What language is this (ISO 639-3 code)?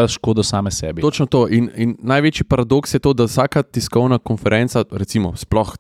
slv